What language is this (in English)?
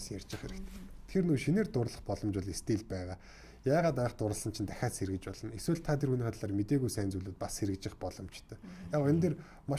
Mongolian